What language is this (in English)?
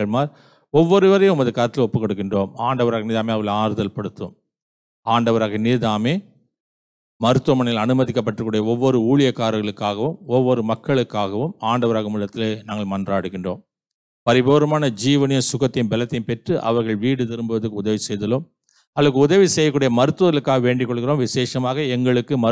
Tamil